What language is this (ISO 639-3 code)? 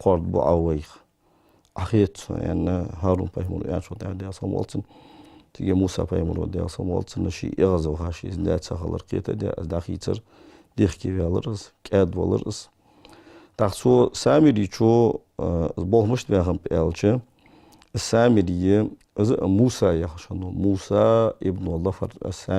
inh